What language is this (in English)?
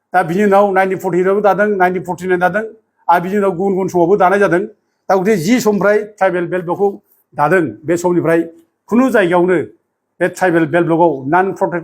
Bodo